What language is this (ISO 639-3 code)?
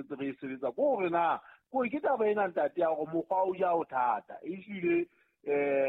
sot